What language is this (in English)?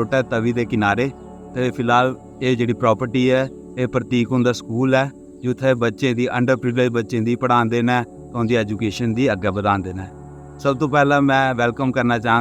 Dogri